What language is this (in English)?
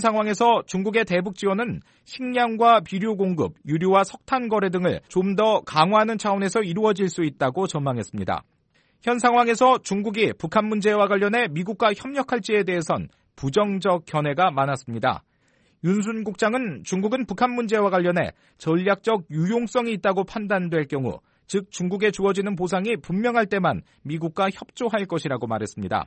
Korean